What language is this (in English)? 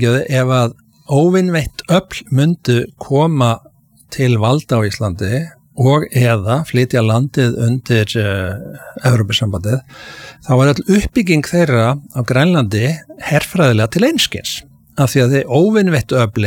Icelandic